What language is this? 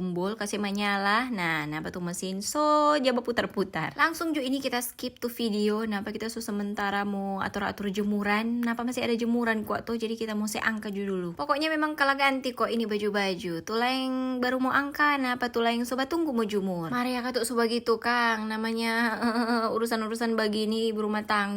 Manado Malay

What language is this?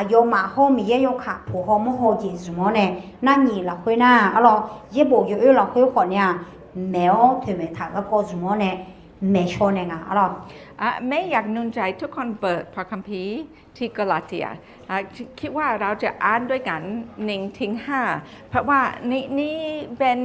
Akha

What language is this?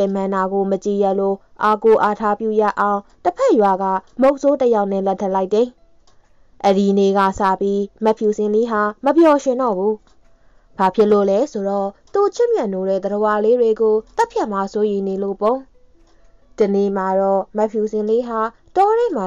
Burmese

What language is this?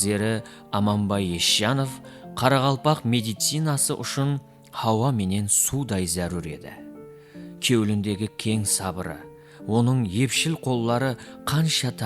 Kara-Kalpak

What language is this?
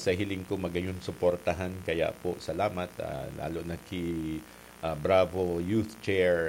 Bikol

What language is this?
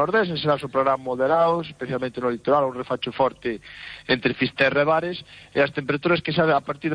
Galician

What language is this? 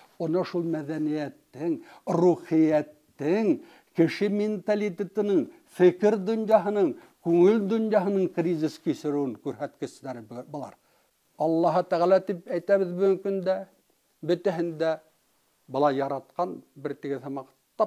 Bashkir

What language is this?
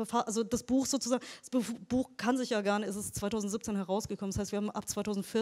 German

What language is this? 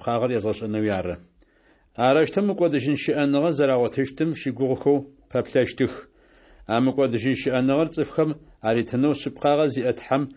Adyghe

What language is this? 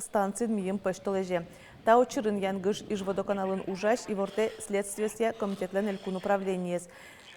Udmurt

